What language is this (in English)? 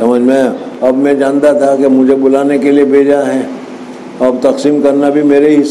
Urdu